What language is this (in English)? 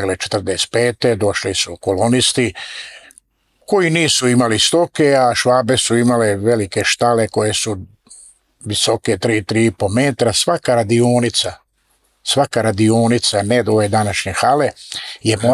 Croatian